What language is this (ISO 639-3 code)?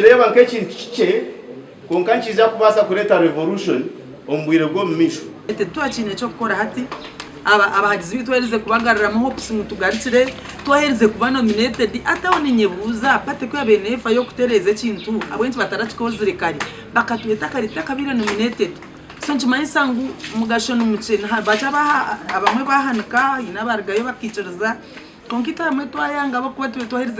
nyn